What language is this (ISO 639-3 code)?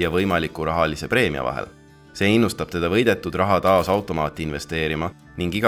est